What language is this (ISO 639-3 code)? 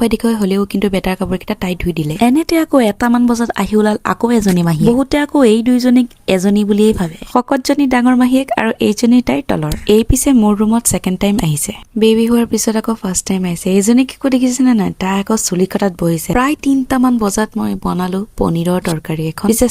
asm